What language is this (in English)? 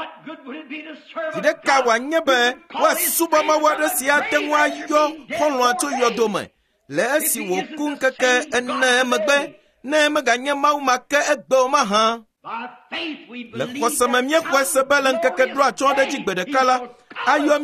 Ewe